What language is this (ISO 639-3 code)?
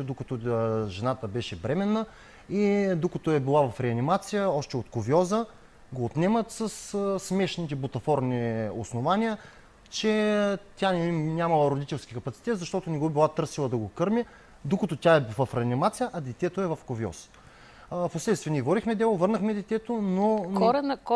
bul